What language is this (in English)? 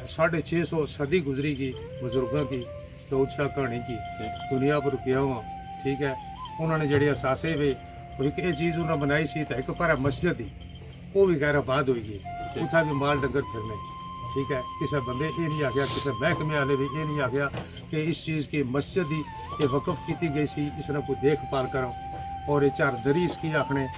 Pahari-Potwari